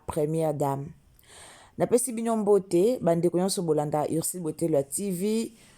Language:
Lingala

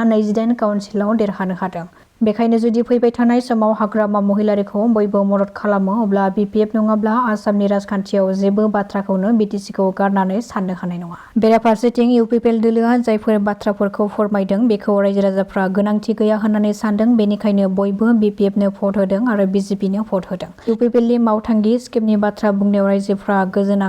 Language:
Bodo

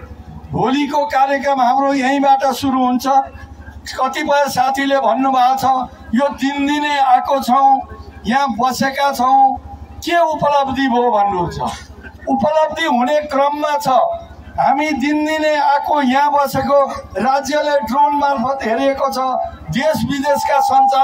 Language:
Nepali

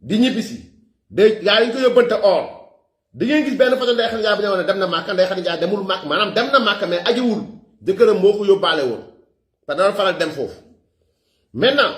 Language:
Wolof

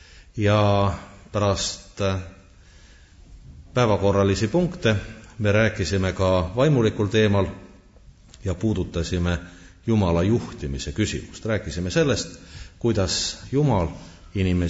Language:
Estonian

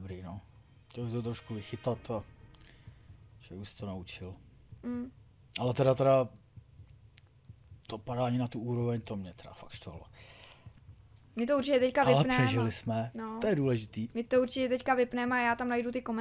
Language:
Czech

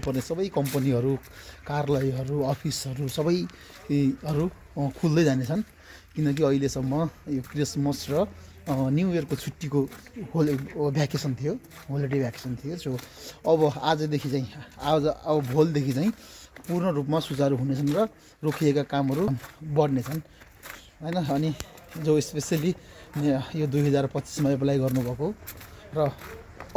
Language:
Nepali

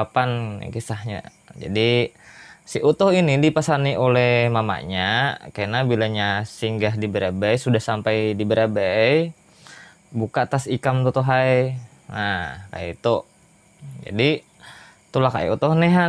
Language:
Banjar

